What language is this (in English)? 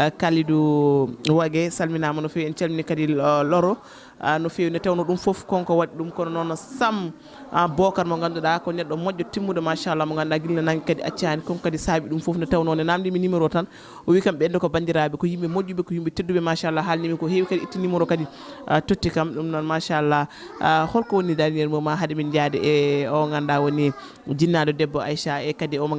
Fula